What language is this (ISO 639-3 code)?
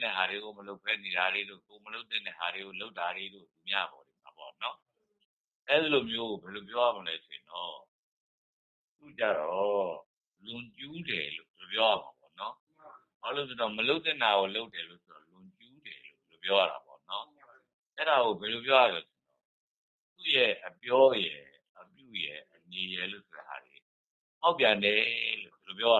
mya